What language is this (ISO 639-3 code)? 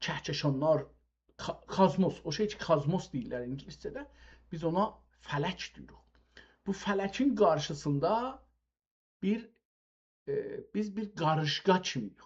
azb